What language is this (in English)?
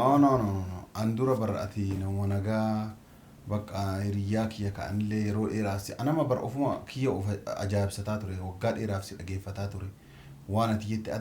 Oromo